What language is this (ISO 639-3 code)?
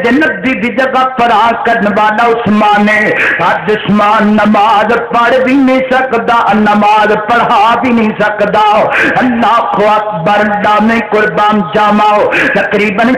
lah